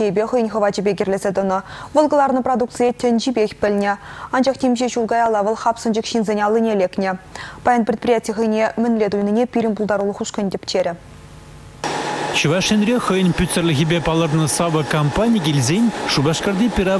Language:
Chuvash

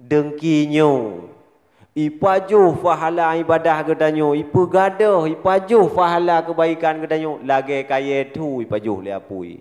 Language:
Achinese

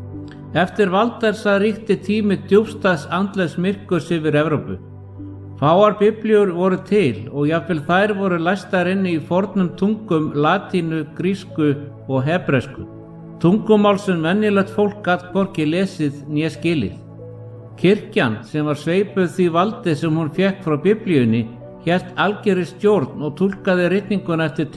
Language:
Icelandic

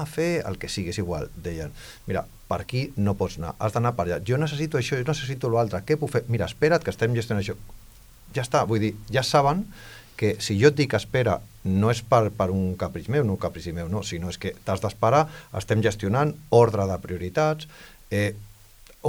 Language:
Catalan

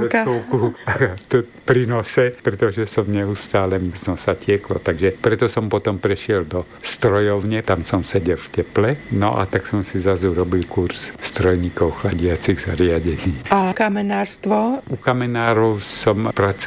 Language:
Slovak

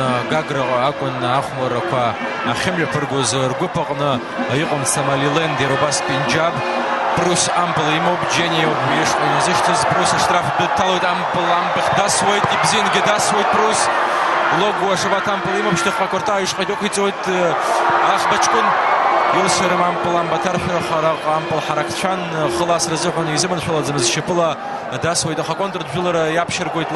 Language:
Abkhazian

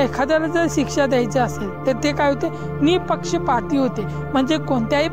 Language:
Marathi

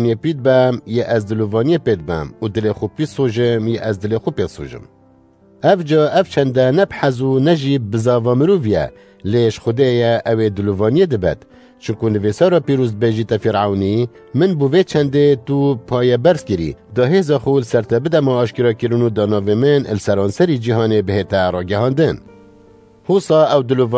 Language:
Kurdish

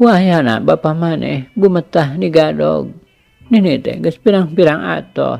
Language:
Sundanese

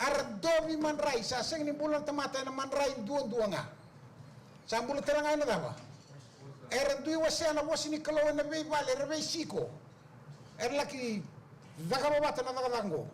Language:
Fijian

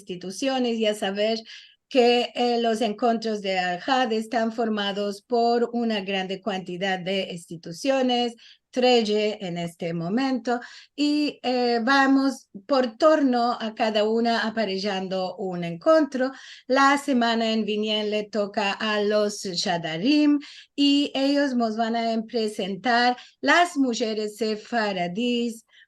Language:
Ladino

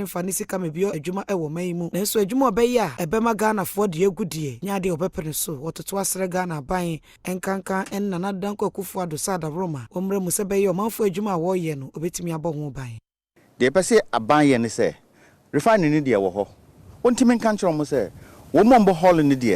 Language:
Akan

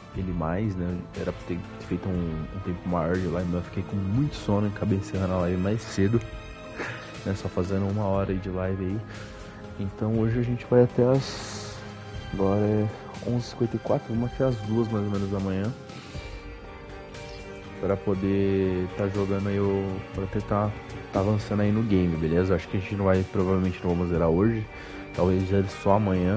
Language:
Portuguese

